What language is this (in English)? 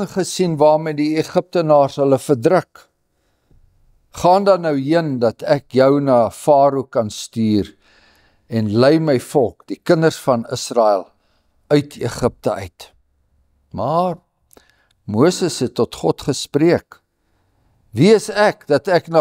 Afrikaans